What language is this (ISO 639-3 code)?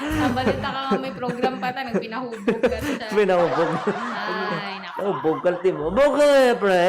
hil